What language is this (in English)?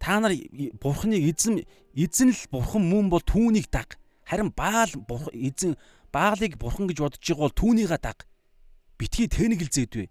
Mongolian